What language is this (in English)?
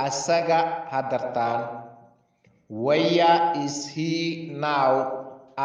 Somali